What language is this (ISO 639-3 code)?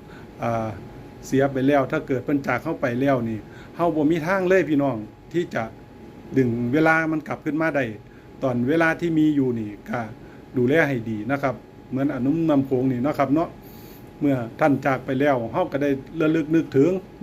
tts